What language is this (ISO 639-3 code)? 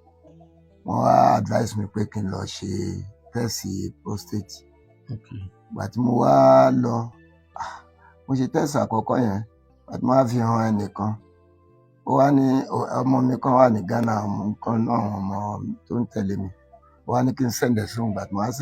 yor